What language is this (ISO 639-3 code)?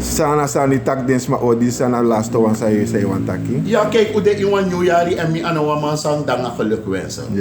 srn